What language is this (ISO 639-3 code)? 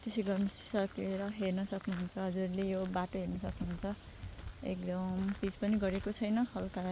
nep